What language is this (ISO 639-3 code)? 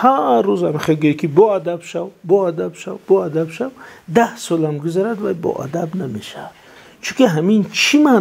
tgk